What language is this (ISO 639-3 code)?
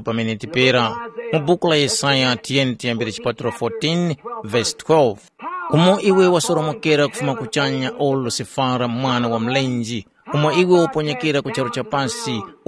tum